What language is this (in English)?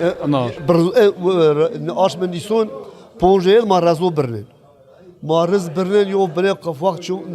Zaza